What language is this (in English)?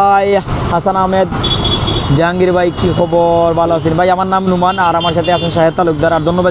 Sylheti